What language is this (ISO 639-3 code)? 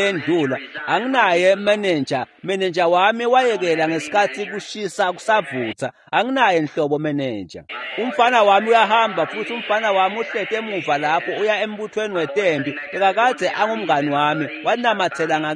ssw